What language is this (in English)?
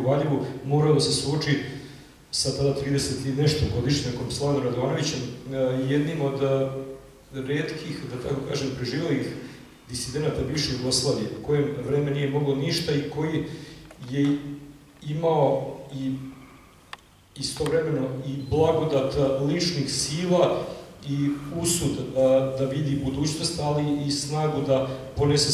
Serbian